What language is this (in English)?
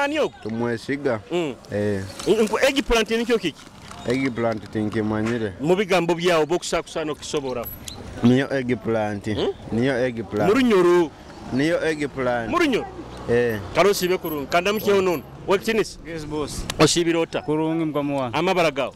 Nyoro